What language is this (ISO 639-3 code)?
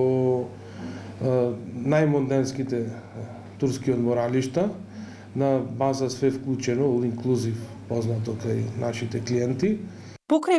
mkd